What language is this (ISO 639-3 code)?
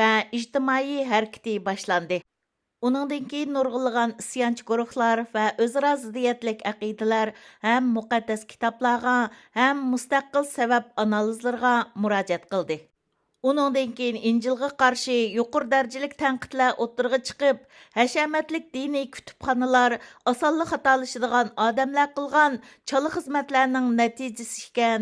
uig